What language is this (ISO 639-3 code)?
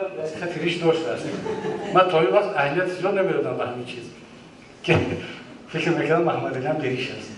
tgk